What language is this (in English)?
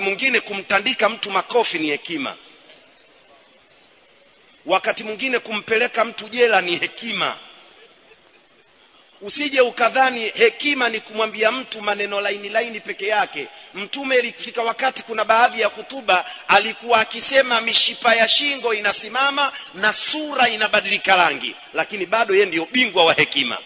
Swahili